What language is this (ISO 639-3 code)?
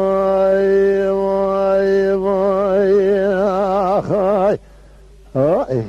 kur